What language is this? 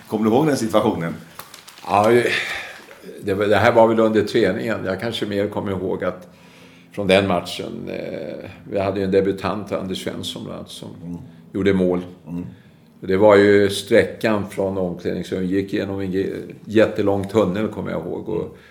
Swedish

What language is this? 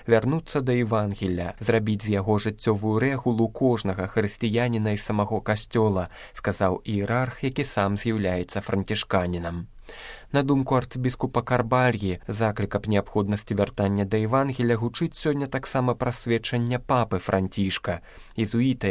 Belarusian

